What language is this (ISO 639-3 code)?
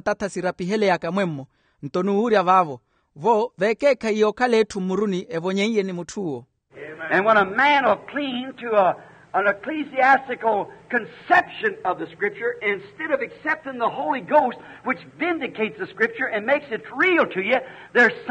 vmw